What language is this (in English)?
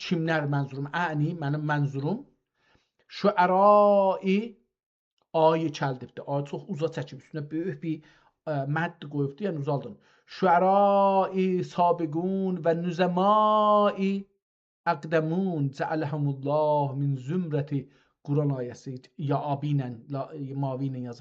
South Azerbaijani